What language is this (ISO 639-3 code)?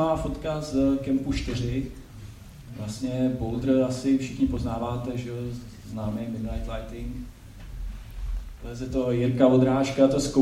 ces